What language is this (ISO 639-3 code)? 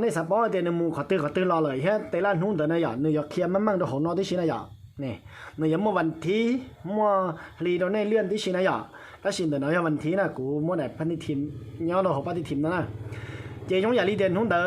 hmn